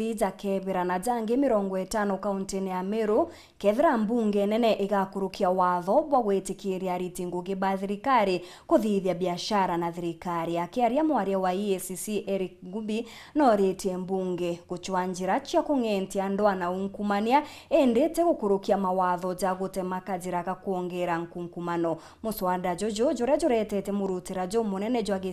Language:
Meru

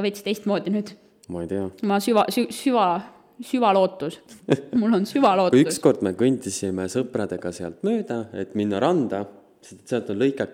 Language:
Estonian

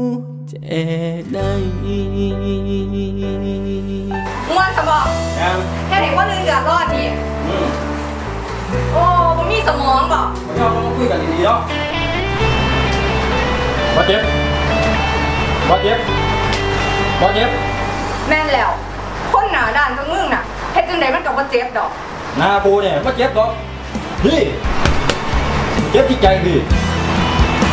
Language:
Thai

